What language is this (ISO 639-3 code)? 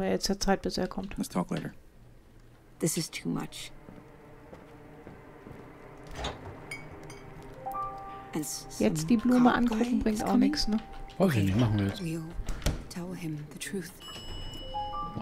deu